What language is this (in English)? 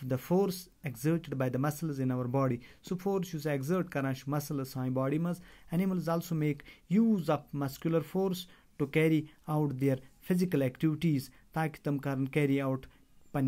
Kashmiri